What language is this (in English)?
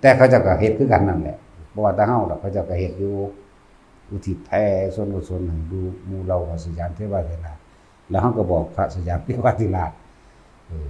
Lao